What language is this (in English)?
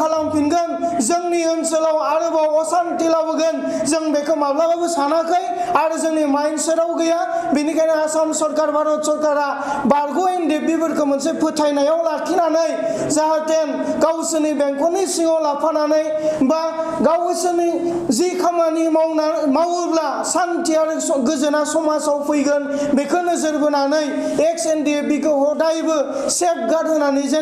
Bodo